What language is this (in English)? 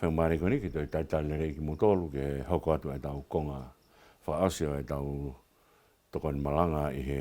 Tongan